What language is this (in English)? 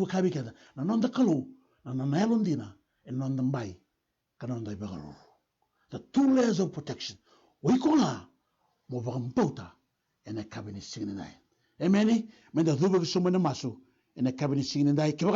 Fijian